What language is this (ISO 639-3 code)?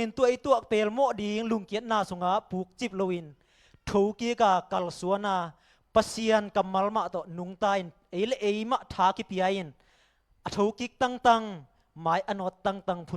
ctd